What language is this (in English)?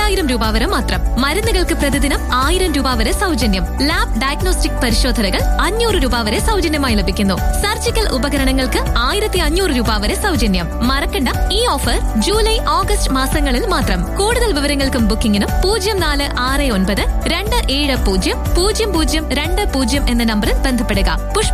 Malayalam